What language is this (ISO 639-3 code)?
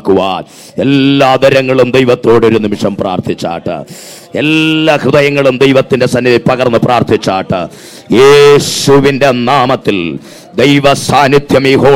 mal